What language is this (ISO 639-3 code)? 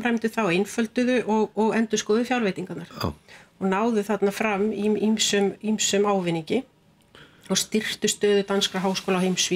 isl